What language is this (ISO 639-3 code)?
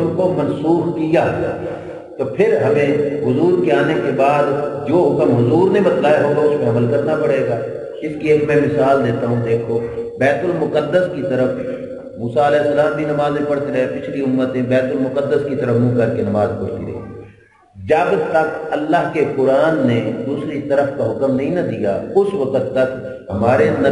urd